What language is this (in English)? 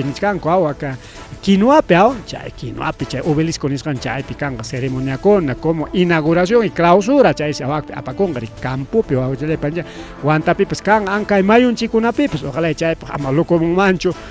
Ayacucho Quechua